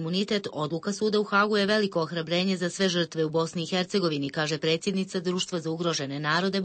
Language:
Bosnian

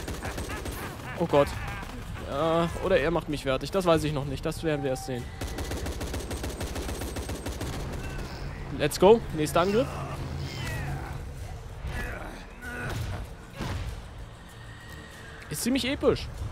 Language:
German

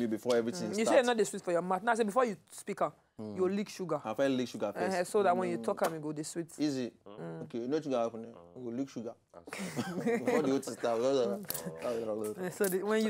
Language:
Nigerian Pidgin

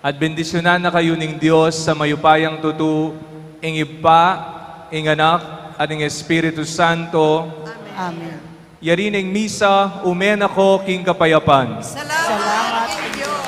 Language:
Pampanga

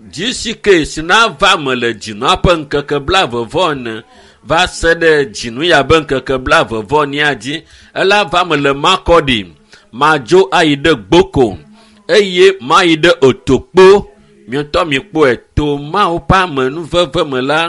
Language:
Ewe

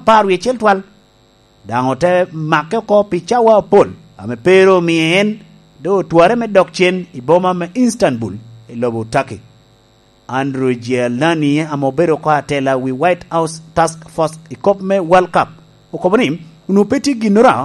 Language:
Lango (Uganda)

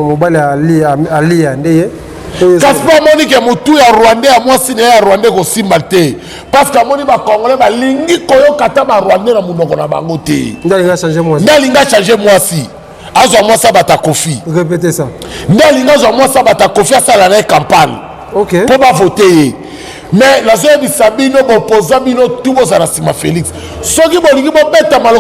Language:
Lingala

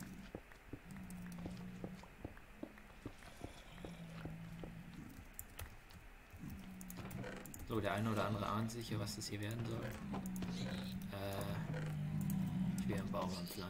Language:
German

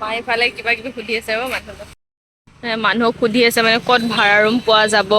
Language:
Assamese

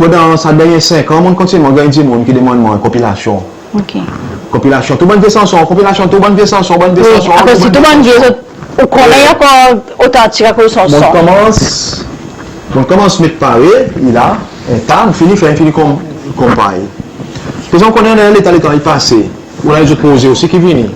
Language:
Seselwa Creole French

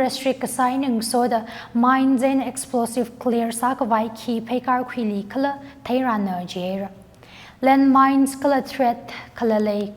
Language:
Tangkhul Naga (India)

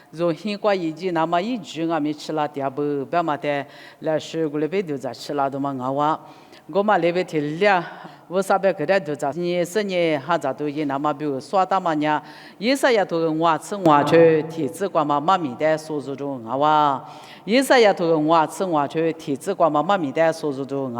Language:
Lisu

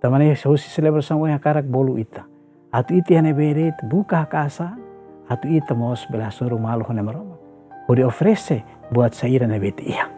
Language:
Tetum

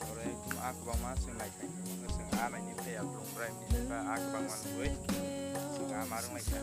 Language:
Kok Borok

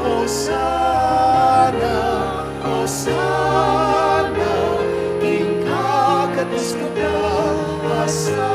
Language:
Pampanga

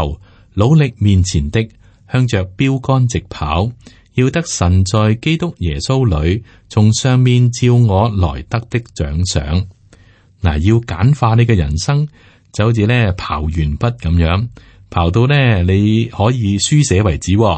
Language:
Cantonese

